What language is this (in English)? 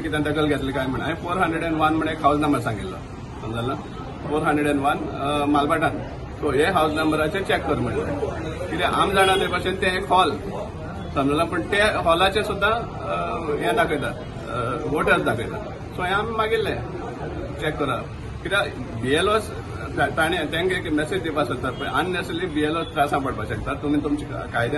Konkani